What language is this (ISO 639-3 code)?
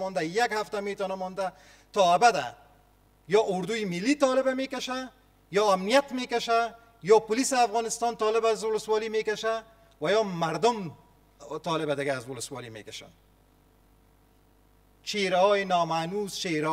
fas